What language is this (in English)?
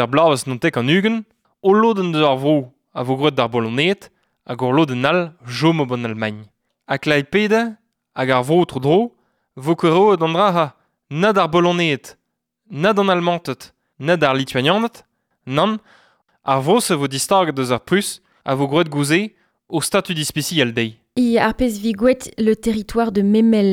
Breton